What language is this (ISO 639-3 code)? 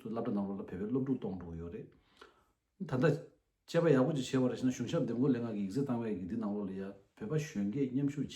bod